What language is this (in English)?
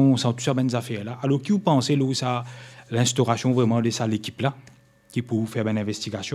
Morisyen